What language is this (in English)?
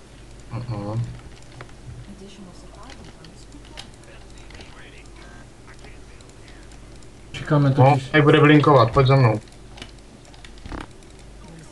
Czech